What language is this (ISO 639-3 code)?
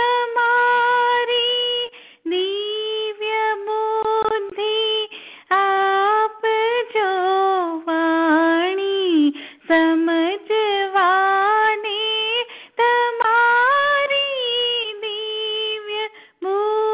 guj